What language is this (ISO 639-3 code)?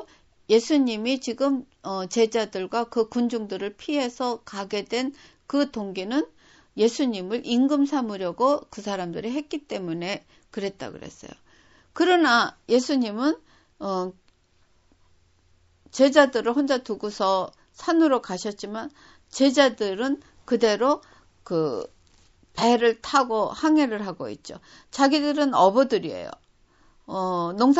kor